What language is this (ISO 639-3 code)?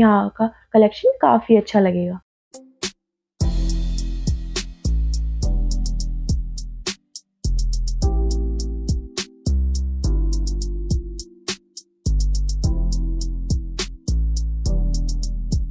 hin